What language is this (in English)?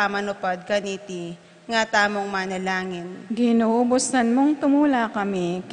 Pampanga